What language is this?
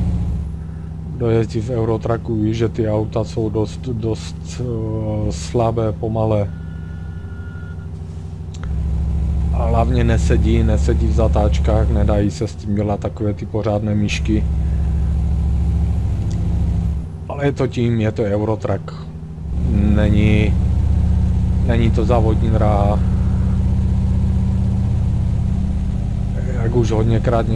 Czech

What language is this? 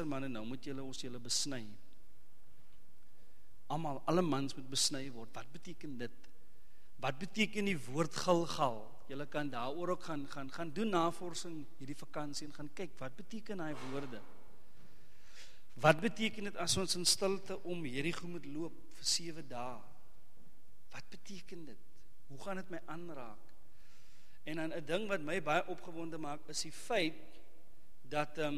Afrikaans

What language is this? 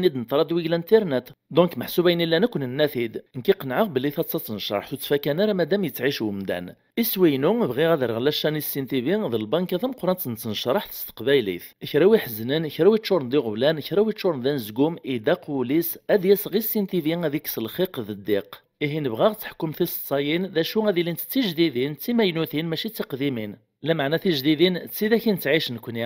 Kabyle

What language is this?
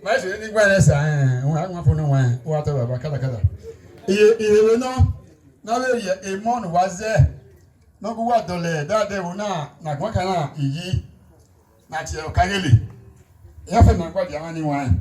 Bini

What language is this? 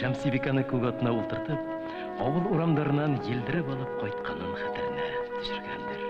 Bashkir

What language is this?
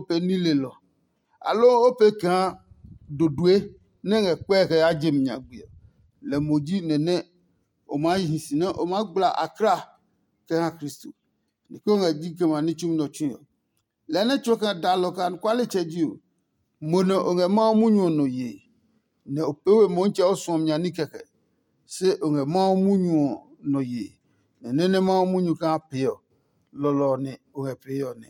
Adangme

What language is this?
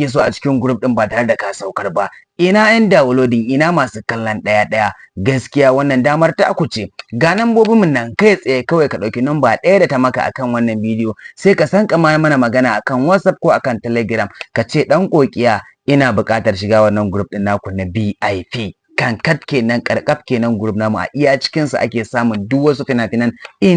Hausa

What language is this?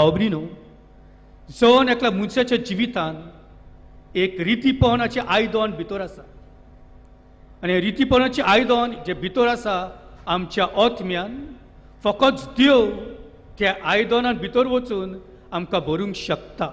Konkani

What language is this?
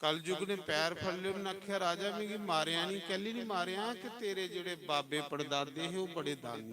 Dogri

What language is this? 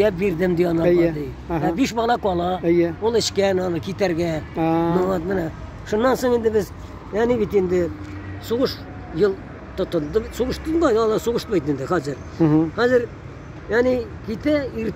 Tatar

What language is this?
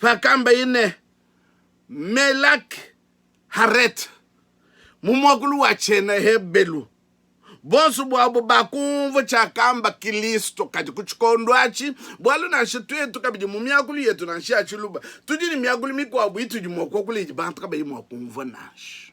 Luba-Lulua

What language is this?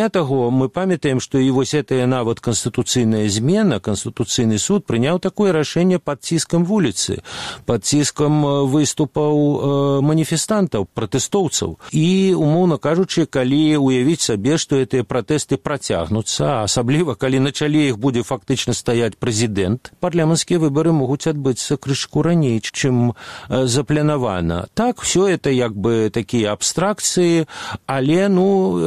Belarusian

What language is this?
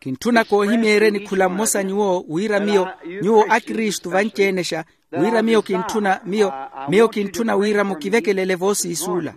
Makhuwa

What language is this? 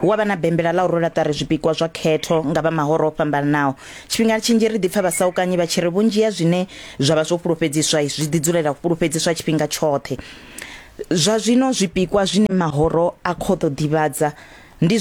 Venda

